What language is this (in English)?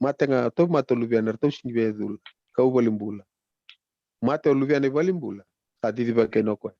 Fijian